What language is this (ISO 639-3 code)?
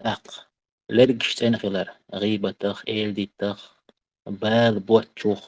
che